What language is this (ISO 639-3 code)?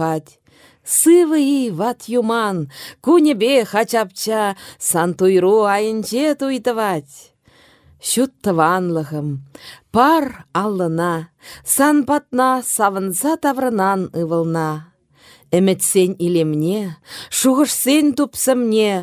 chv